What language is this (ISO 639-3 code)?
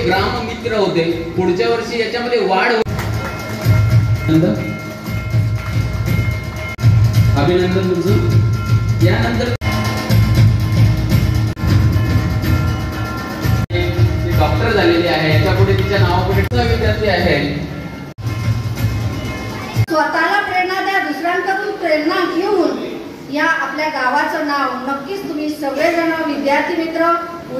mar